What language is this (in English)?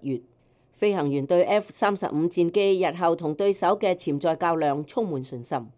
Cantonese